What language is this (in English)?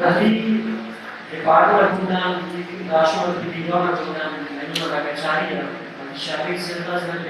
Brahui